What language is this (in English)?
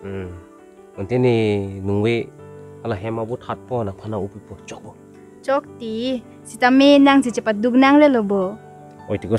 Karbi